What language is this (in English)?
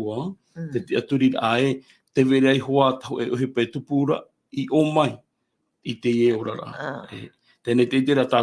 Tahitian